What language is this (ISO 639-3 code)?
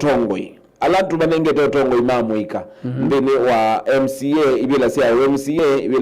kam